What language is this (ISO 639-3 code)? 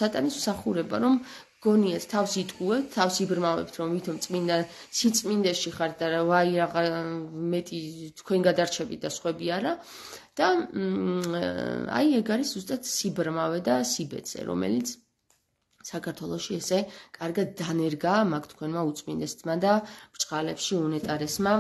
kat